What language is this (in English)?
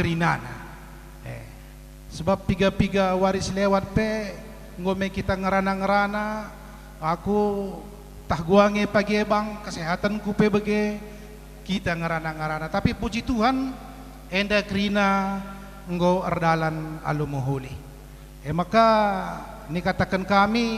Batak Karo